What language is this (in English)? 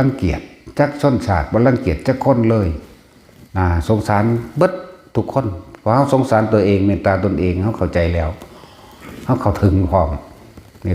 Lao